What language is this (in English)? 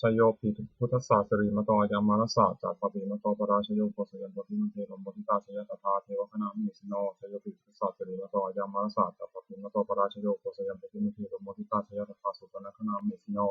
Pali